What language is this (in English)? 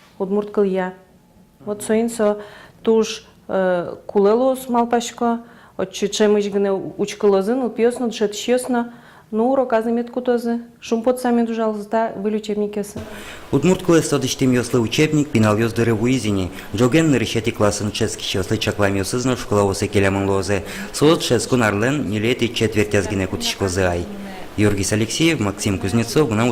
Udmurt